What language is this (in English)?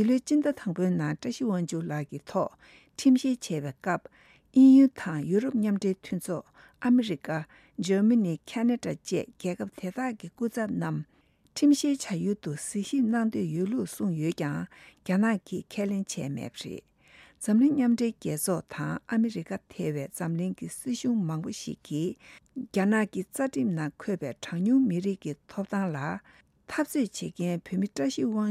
Tibetan